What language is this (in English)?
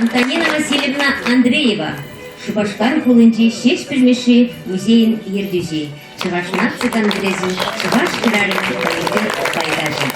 Chuvash